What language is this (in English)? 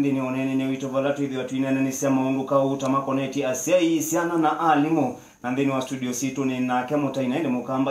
Kamba